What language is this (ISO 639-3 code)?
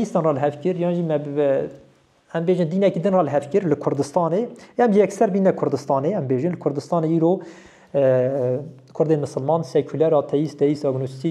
kur